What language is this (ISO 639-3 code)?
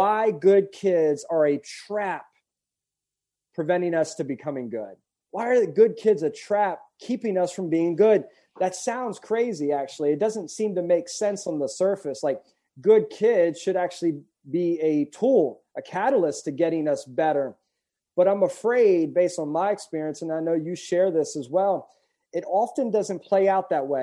eng